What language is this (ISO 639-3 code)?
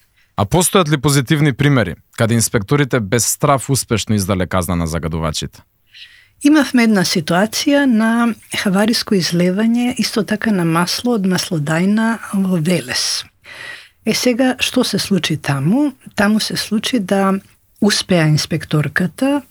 mkd